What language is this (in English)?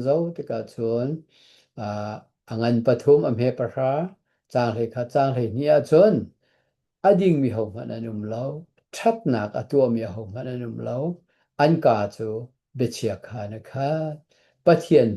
Hakha Chin